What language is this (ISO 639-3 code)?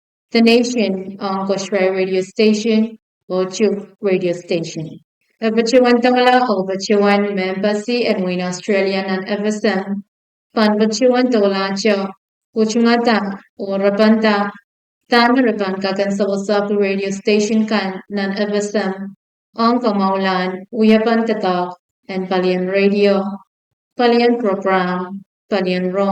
pon